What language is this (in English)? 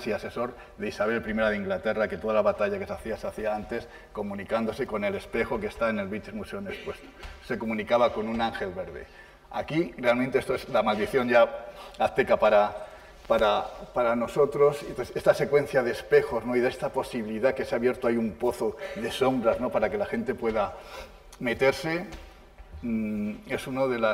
Spanish